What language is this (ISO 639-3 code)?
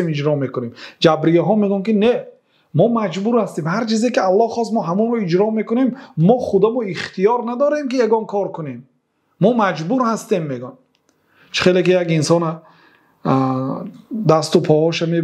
fas